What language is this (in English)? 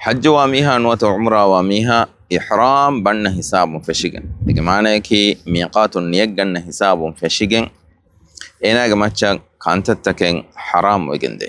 Divehi